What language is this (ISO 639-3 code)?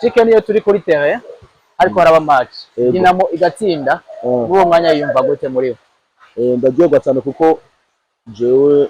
run